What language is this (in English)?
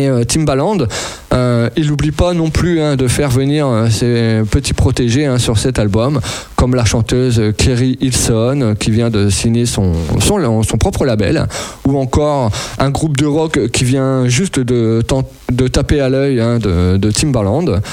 French